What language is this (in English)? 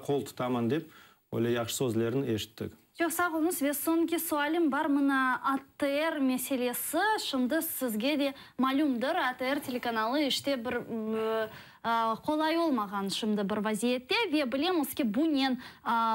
Crimean Tatar